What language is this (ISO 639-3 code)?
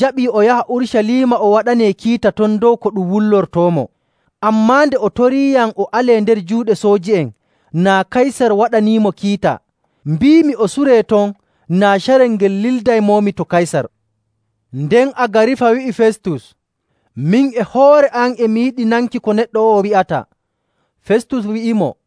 fuv